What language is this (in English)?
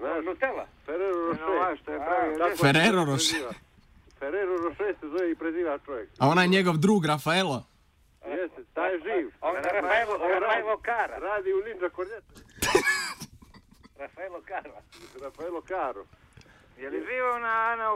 Serbian